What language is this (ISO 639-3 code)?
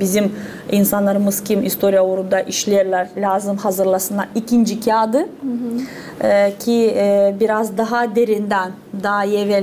gag